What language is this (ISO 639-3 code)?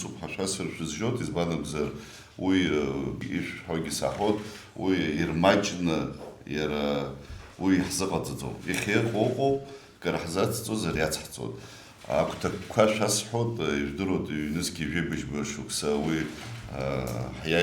abk